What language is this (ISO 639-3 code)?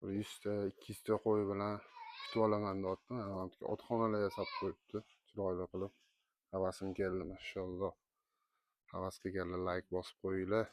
uzb